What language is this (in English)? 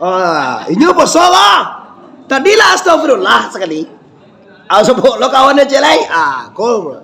Minangkabau